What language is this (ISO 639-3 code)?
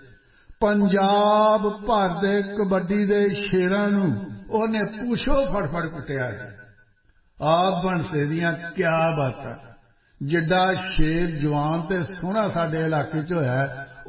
pan